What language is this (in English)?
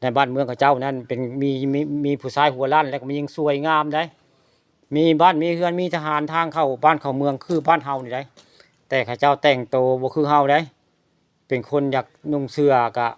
Northeastern Thai